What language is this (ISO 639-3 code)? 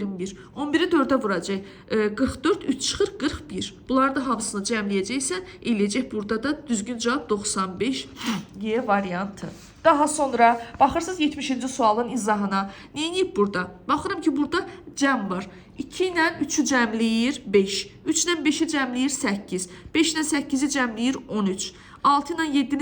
aze